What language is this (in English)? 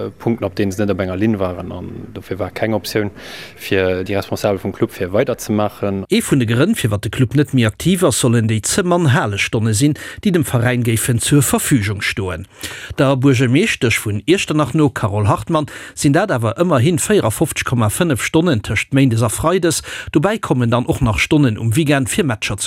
Luxembourgish